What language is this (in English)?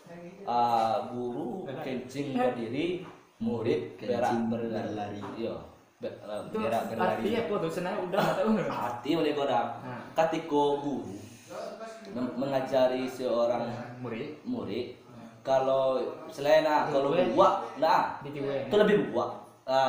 Minangkabau